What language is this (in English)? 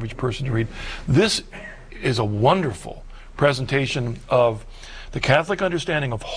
English